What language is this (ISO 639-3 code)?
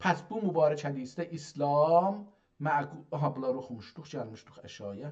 azb